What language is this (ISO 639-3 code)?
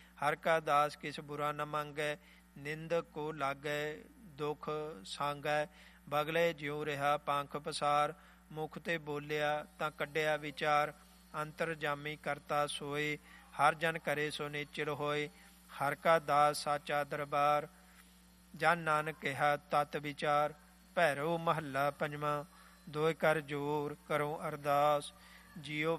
pan